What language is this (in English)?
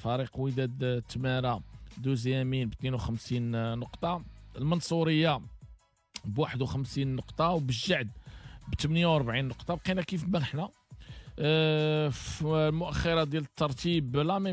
Moroccan Arabic